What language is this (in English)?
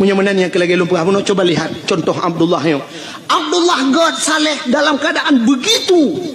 Achinese